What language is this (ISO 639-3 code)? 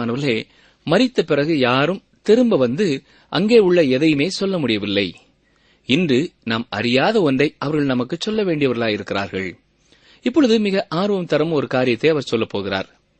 tam